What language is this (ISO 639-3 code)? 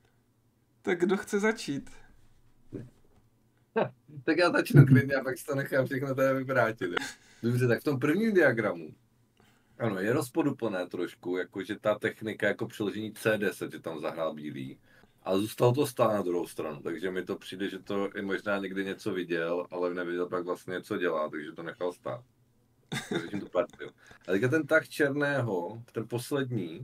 ces